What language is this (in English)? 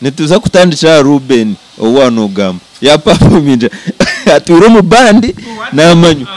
Nyankole